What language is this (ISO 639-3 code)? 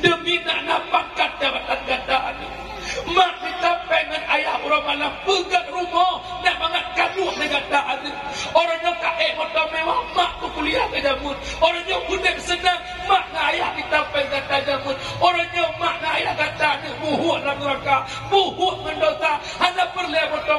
ace